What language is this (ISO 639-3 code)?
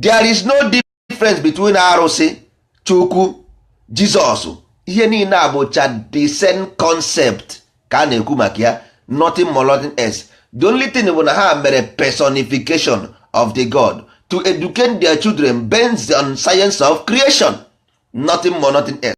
ibo